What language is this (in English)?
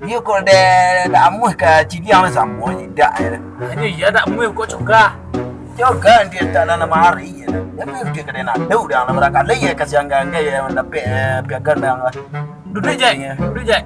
Minangkabau